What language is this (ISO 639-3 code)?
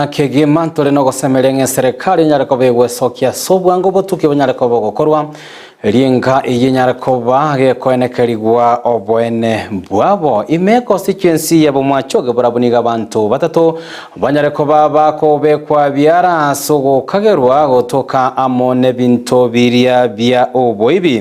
guz